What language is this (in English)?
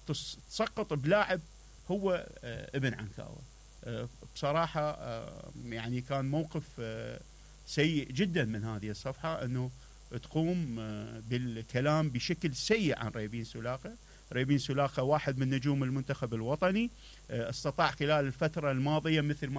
Mesopotamian Arabic